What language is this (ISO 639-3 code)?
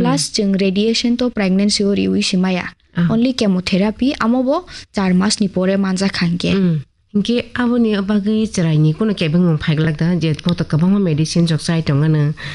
trp